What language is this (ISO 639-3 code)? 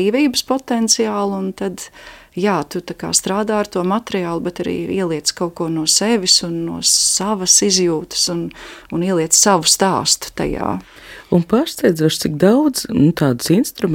lav